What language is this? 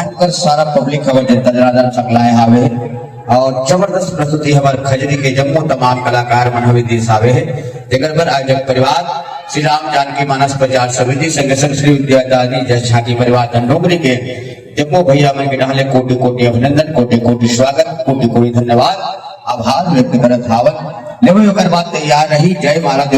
Chhattisgarhi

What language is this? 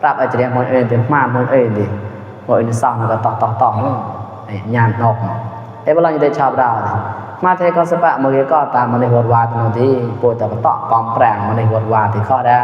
Mon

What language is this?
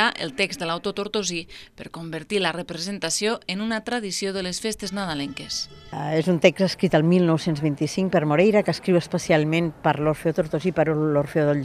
Catalan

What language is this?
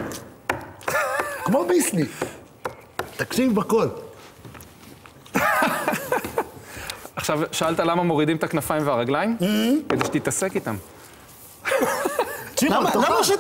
Hebrew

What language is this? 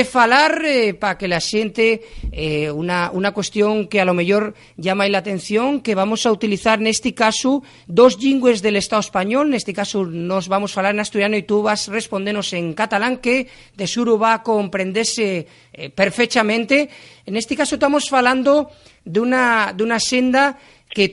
Asturian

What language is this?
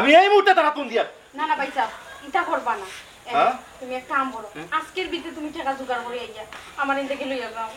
Sylheti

